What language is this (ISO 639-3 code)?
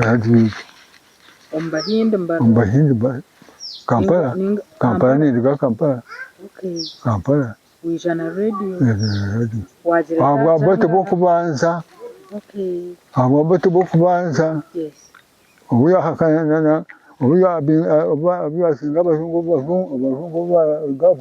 nyn